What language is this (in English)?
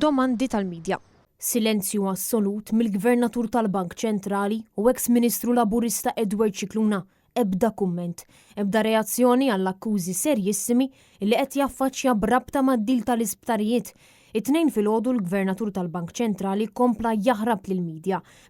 Maltese